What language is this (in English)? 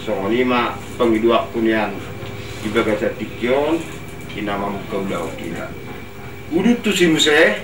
Batak Toba